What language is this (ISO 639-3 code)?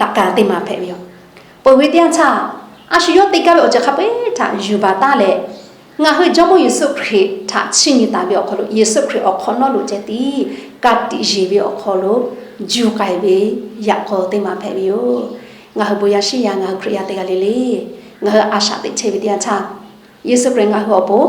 lhu